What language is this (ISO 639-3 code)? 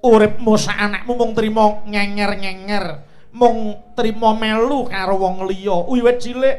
jav